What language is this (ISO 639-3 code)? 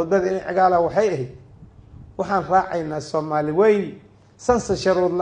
som